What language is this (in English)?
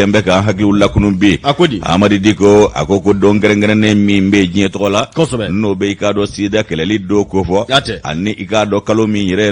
Bambara